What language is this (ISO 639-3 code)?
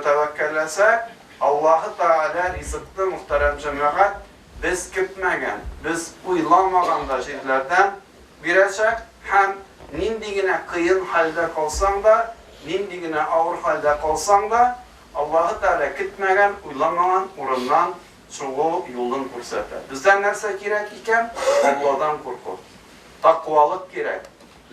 tat